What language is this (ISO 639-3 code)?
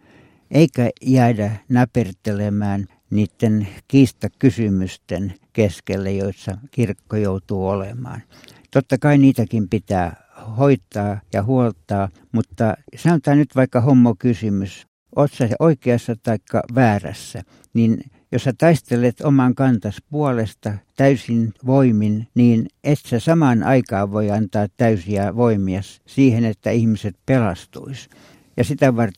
fin